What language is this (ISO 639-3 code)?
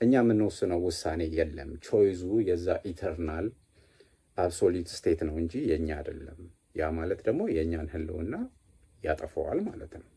amh